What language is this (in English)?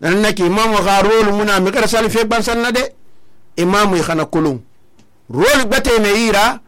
Susu